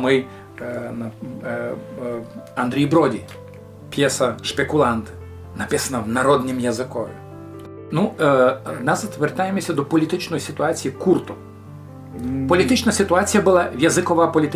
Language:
Rusyn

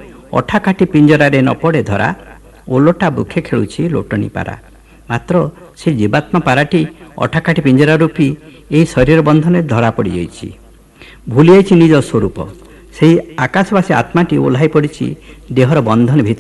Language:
Odia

